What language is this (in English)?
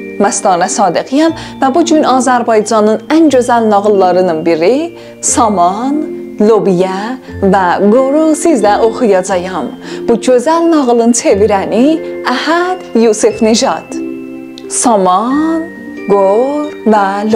South Azerbaijani